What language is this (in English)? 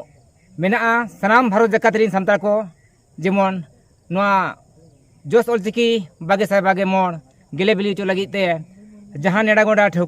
Santali